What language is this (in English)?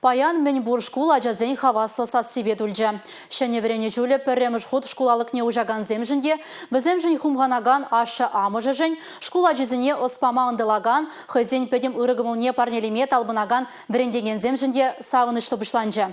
Chuvash